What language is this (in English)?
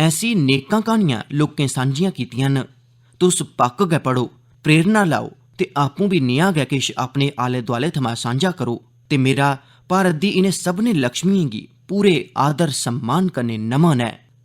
Dogri